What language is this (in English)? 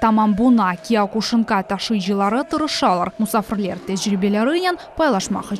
Crimean Tatar